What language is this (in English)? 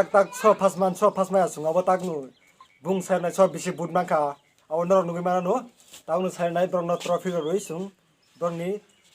Kok Borok